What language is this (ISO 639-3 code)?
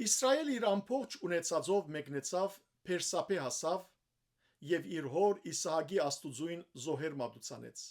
hyw